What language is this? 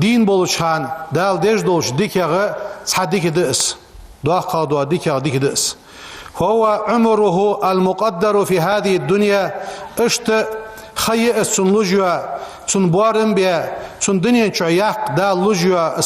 Ingush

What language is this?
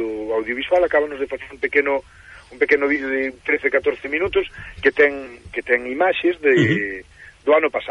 Galician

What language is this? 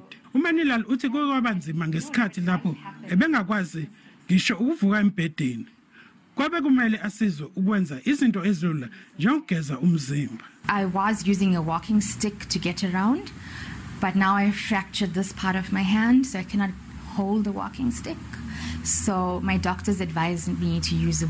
Zulu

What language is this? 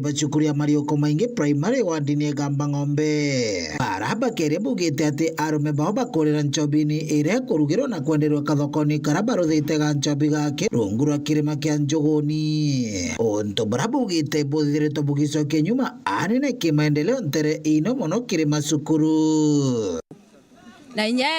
Meru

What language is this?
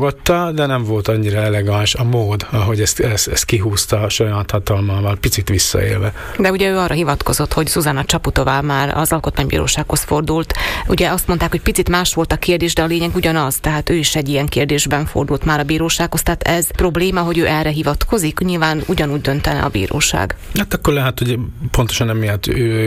Hungarian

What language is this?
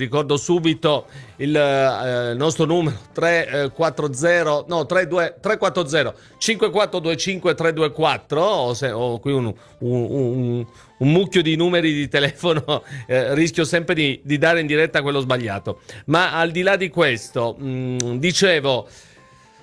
Italian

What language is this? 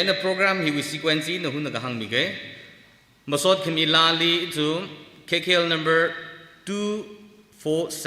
Tangkhul Naga (India)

